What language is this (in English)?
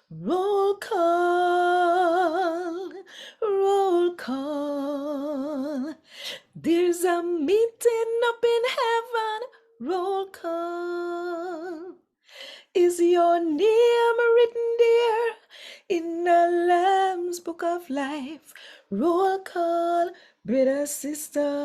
Jamaican Creole English